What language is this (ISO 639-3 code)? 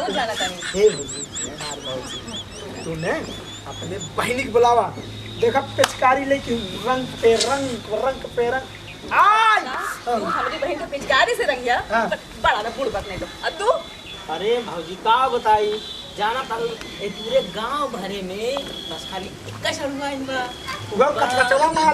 bho